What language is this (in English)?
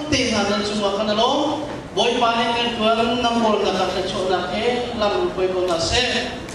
Hakha Chin